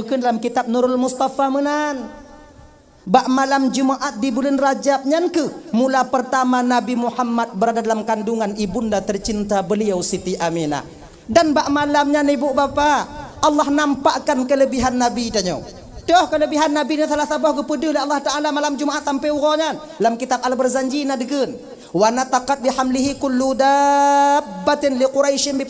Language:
Achinese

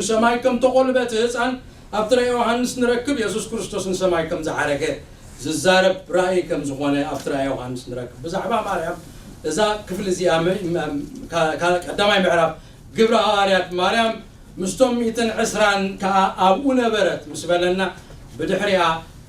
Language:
Tigrinya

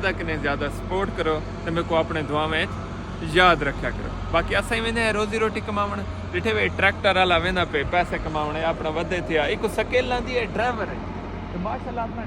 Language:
Saraiki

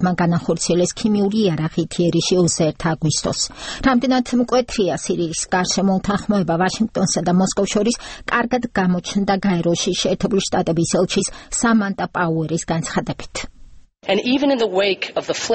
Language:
Georgian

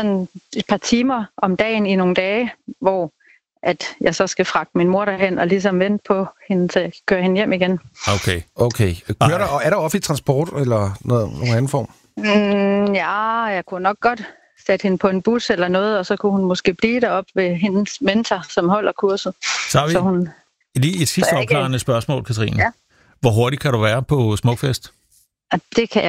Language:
Danish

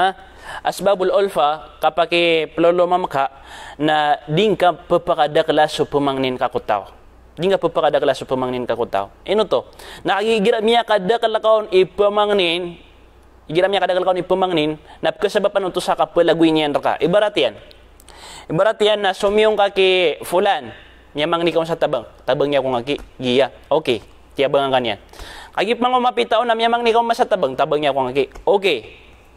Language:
Maranao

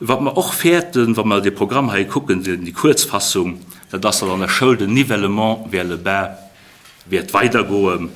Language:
Luxembourgish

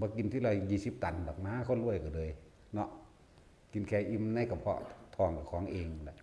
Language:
Northeastern Thai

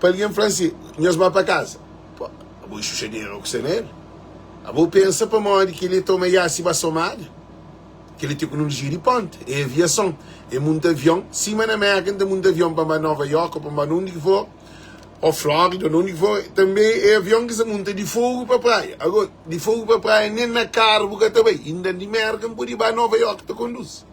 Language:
Kabuverdianu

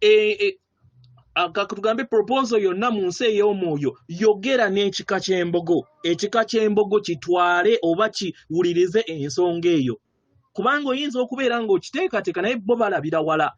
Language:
Ganda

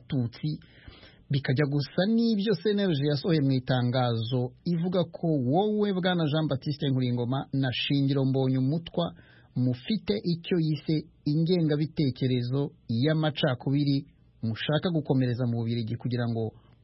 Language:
Kinyarwanda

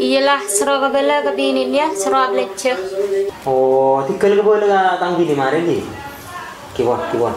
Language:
Madurese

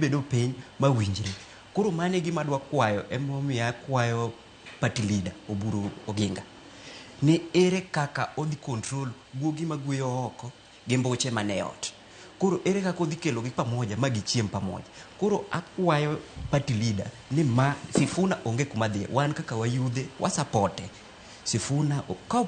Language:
Luo (Kenya and Tanzania)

